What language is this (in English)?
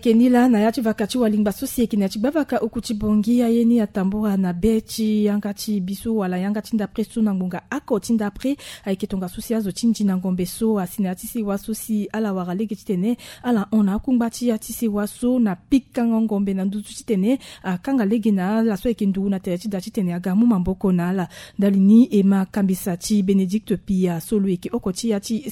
Sango